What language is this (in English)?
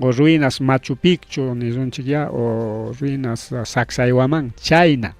Ayacucho Quechua